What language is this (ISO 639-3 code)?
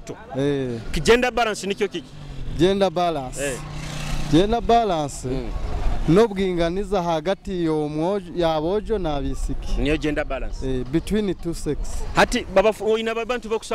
nyo